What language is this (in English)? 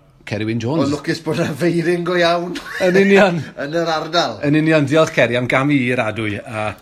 Welsh